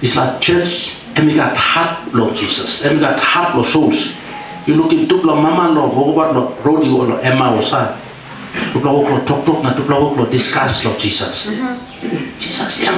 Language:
Tok Pisin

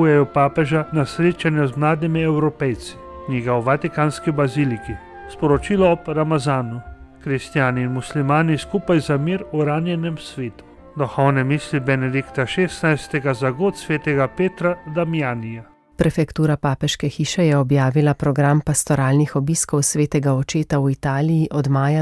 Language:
Slovenian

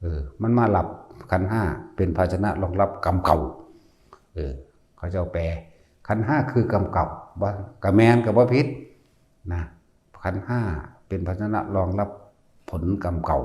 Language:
Northeastern Thai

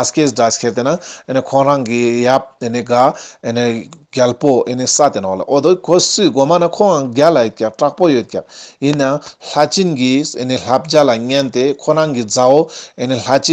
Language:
Ladakhi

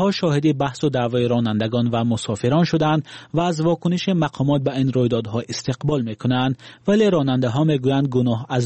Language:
Persian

